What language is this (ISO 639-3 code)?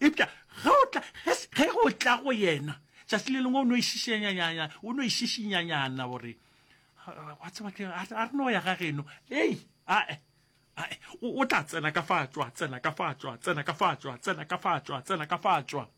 nso